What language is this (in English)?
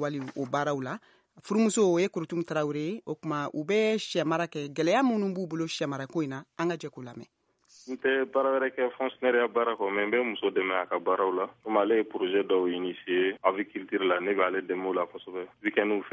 Bambara